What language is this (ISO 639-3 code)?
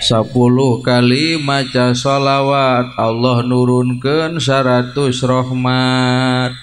sun